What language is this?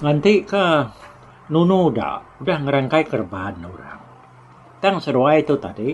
Iban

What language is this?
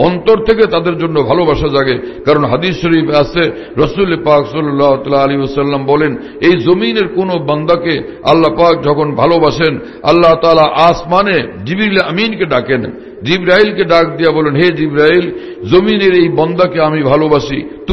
Bangla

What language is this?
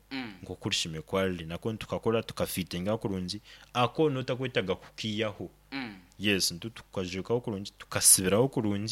Nyoro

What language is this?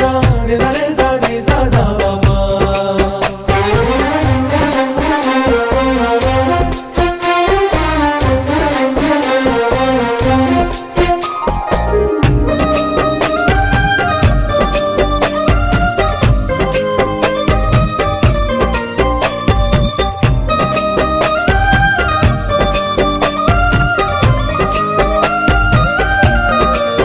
Telugu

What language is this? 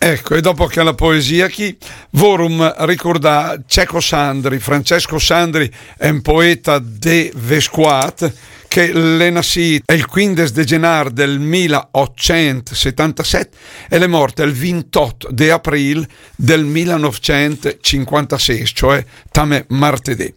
Lombard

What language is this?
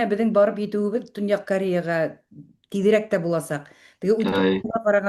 Bashkir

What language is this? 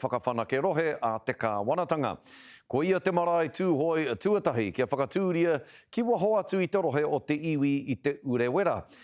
Māori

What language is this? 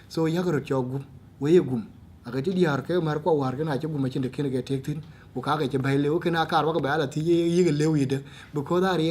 Dinka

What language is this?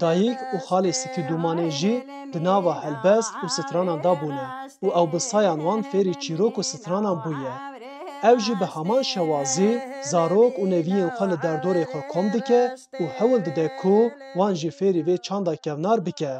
Kurdish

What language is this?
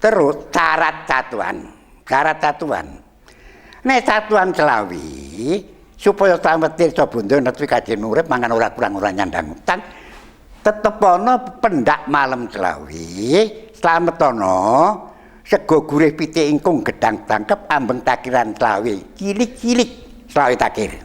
Javanese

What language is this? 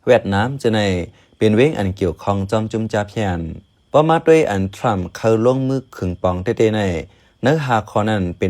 Shan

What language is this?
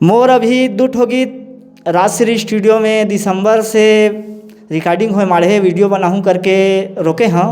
Chhattisgarhi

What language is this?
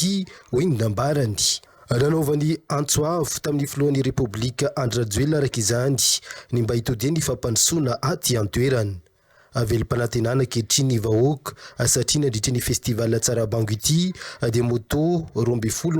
Malagasy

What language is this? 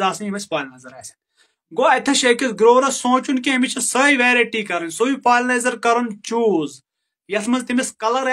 Kashmiri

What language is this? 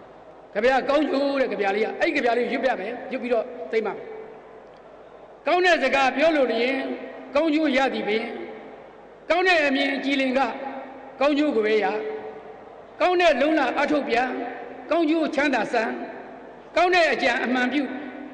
Burmese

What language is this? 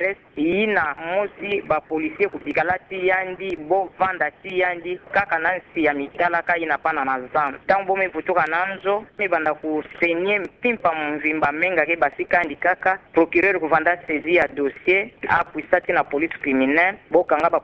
Kituba (Democratic Republic of Congo)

